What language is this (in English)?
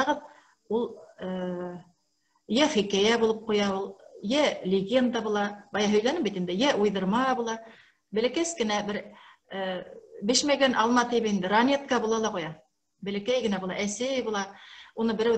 Bashkir